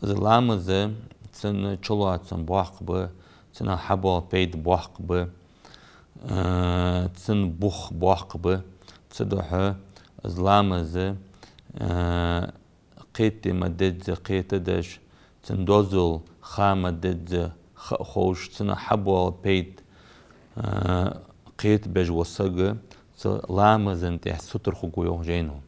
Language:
Ingush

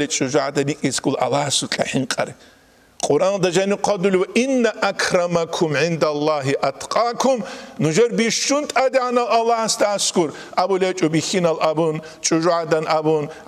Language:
Avaric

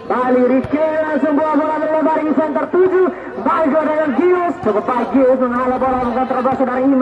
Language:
Indonesian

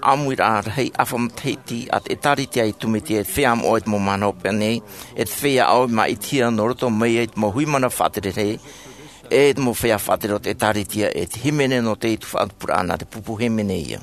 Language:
Tahitian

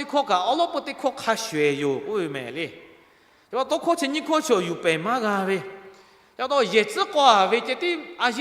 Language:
Lahu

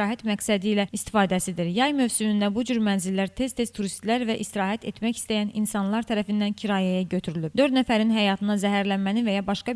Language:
Azerbaijani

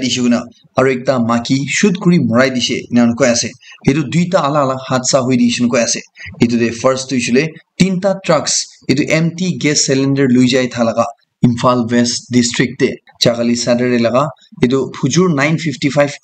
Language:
Naga Pidgin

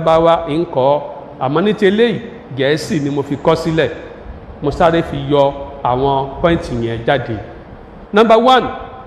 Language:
Yoruba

